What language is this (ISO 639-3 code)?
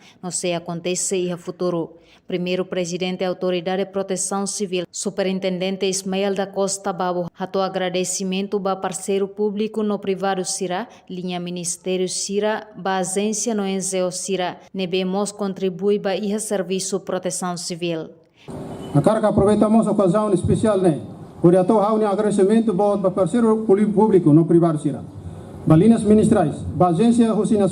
tet